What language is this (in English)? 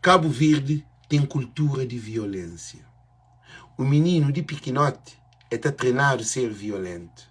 Kabuverdianu